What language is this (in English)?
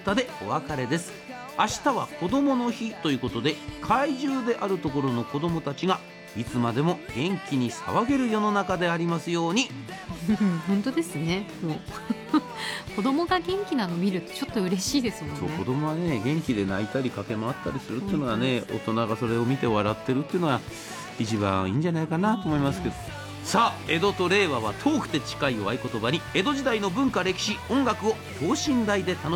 Japanese